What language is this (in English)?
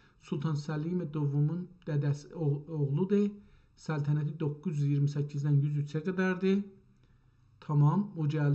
South Azerbaijani